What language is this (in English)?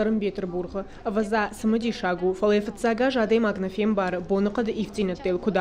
Ossetic